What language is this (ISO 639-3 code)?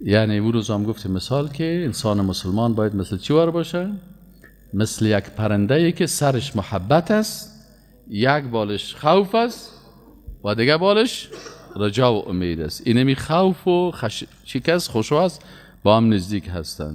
fas